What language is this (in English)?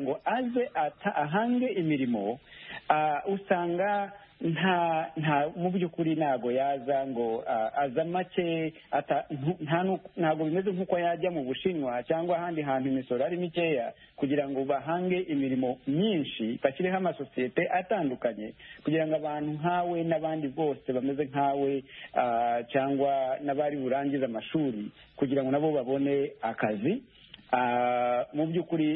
Kinyarwanda